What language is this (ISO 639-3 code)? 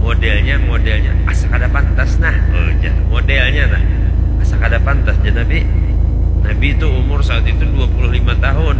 bjn